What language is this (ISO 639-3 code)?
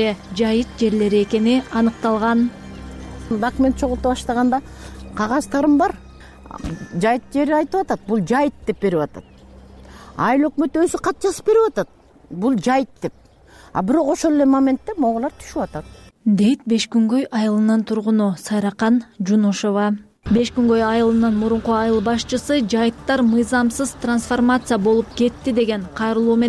kir